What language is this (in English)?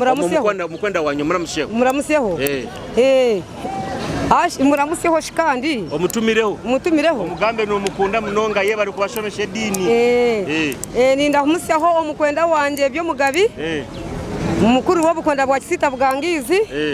Nyoro